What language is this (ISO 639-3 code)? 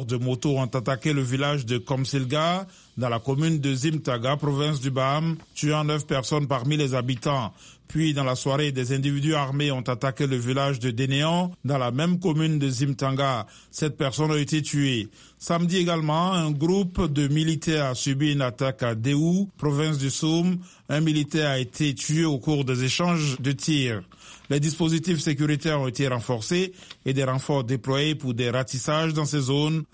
fra